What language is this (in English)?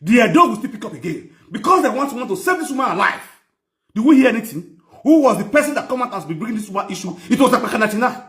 Nigerian Pidgin